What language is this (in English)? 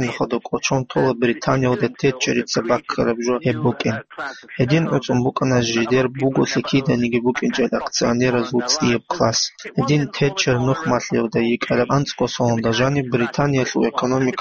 Avaric